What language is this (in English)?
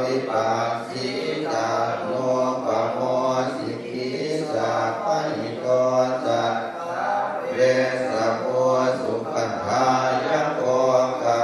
Pali